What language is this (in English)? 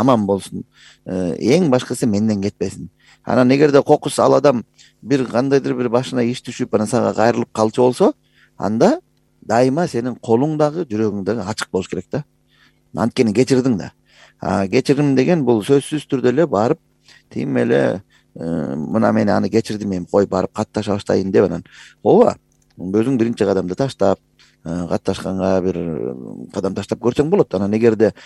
Kyrgyz